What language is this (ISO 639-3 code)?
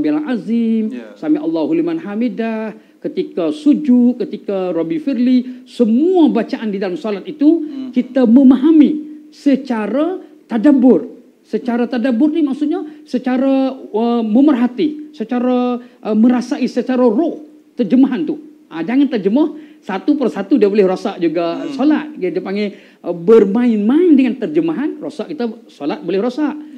msa